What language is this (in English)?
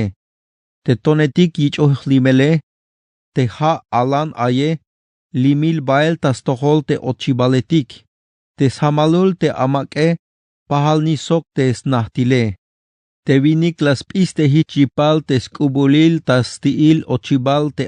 Tzeltal